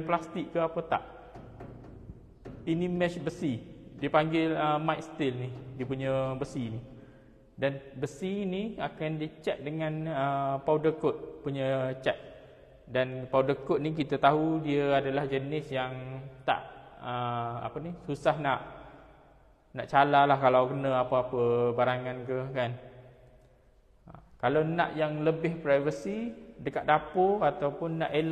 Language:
Malay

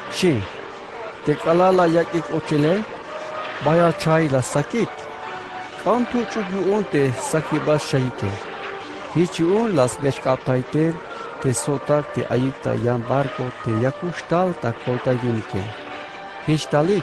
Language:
Tzeltal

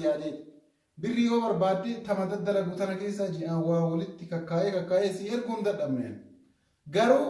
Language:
Oromo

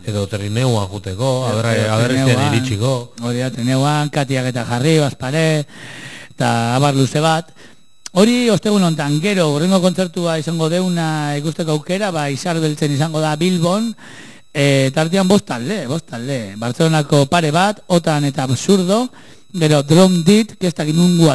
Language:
Basque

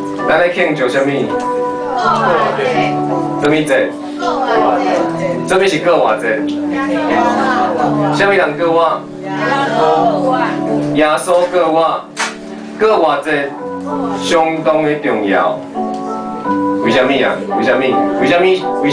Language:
Min Nan Chinese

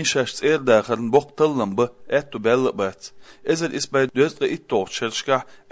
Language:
Chechen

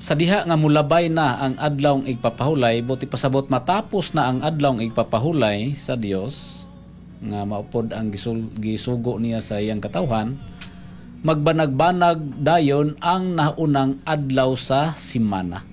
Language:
Cebuano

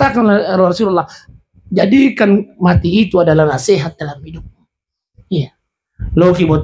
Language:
Buginese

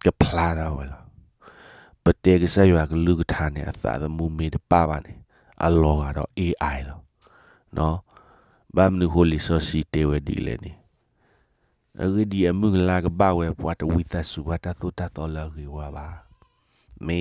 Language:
S'gaw Karen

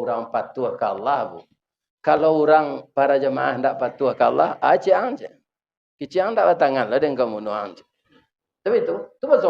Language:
Minangkabau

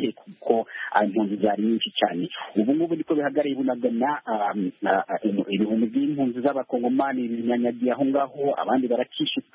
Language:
Kinyarwanda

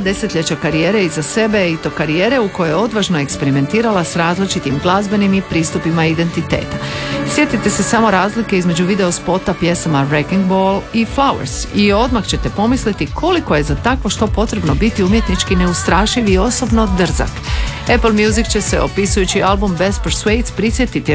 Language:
Croatian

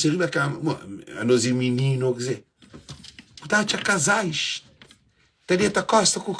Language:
Kabuverdianu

